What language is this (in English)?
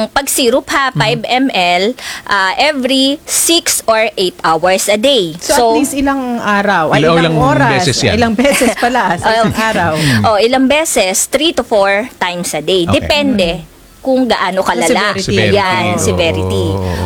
Filipino